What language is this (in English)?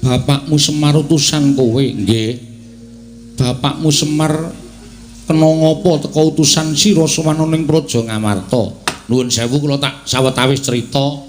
Javanese